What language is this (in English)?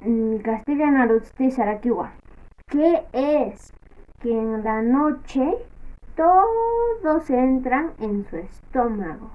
Aymara